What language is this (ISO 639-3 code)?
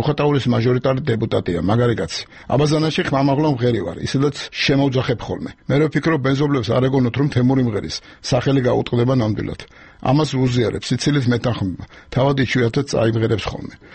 kat